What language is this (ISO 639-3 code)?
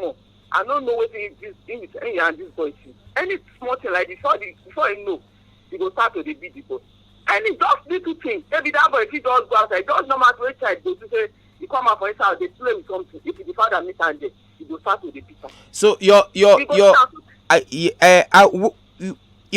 pcm